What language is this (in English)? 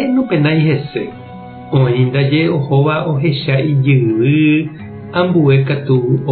Guarani